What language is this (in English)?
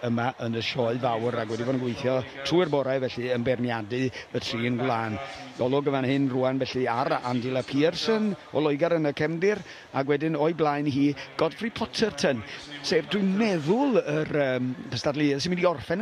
Welsh